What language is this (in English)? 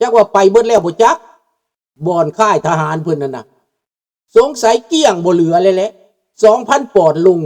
Lao